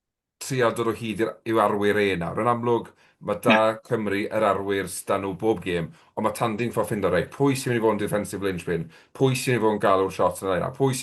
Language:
Welsh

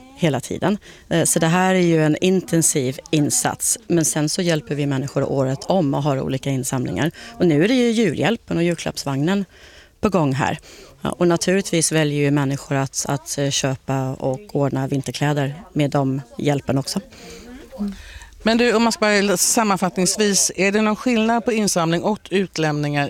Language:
Swedish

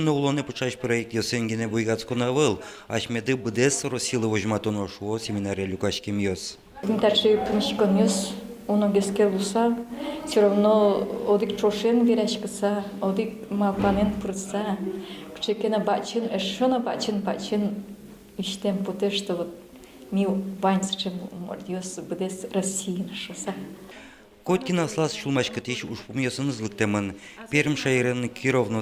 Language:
Udmurt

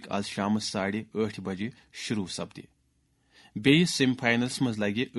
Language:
Kashmiri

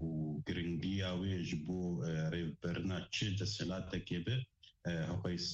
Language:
Kurdish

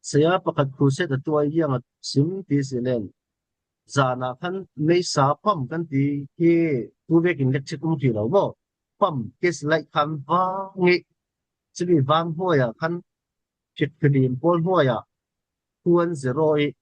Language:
Falam Chin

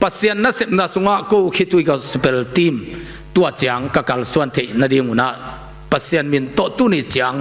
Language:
Tedim Chin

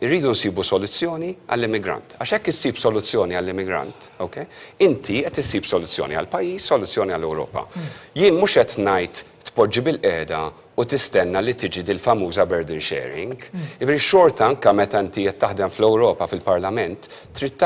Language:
Maltese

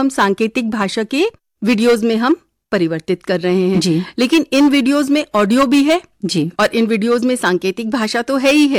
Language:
Hindi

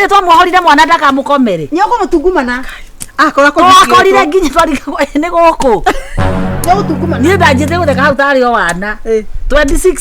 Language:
Kikuyu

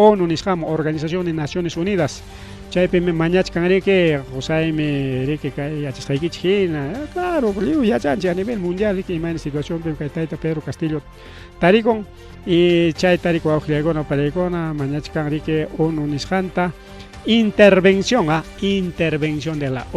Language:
Ayacucho Quechua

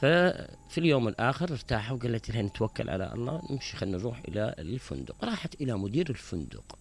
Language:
Mesopotamian Arabic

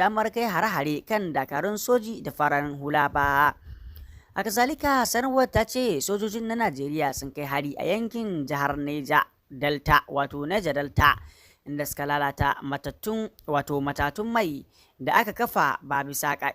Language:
Hausa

